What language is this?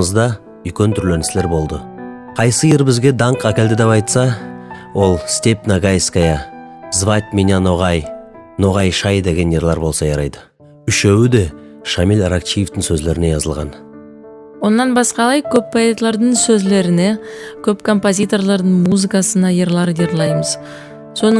Nogai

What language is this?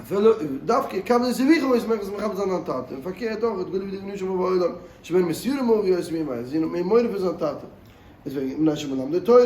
Yiddish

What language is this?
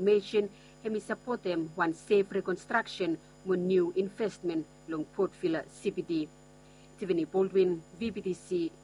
Bislama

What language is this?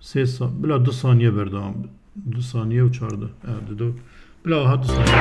Kurdish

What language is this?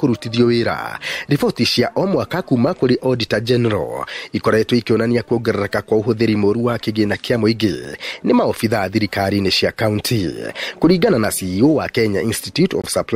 Kikuyu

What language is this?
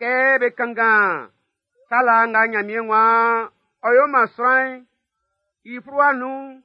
Baoulé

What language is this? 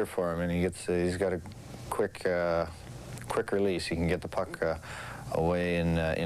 English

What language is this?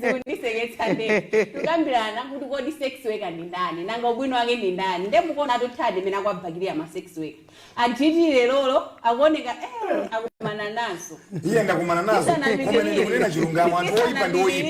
Nyanja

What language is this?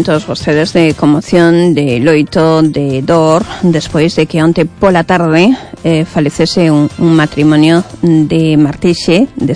Galician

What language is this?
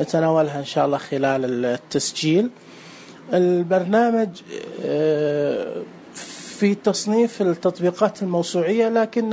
Najdi Arabic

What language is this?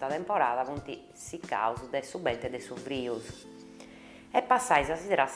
Sardinian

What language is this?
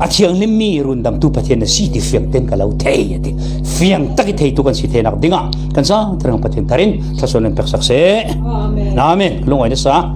Falam Chin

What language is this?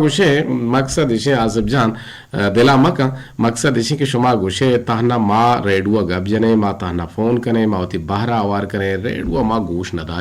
Eastern Balochi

